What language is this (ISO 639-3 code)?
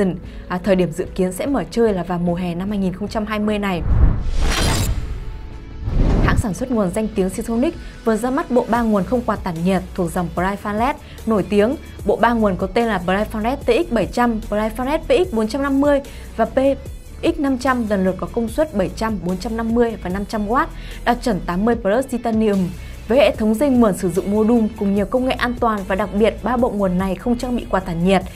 vie